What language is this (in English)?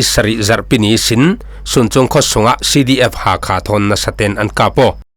Falam Chin